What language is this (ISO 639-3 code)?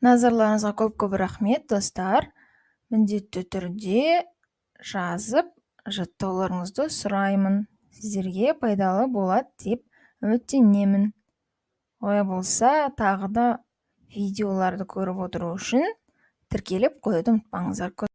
kaz